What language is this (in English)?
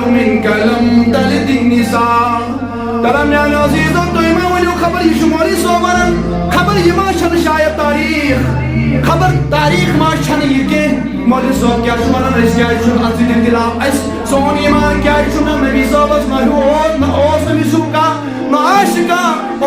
Kashmiri